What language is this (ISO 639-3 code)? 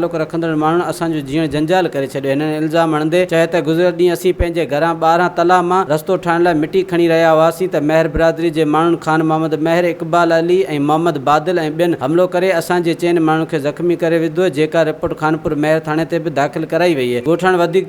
snd